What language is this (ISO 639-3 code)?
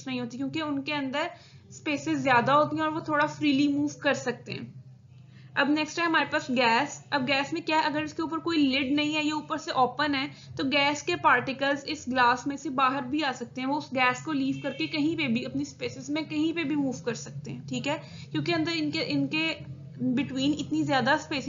hin